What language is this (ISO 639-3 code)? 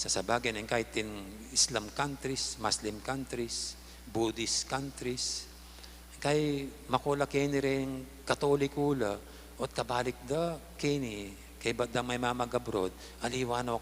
pam